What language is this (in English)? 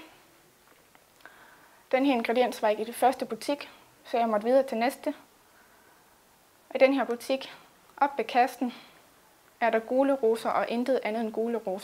Danish